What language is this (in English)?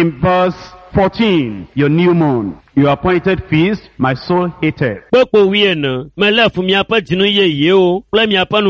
Ewe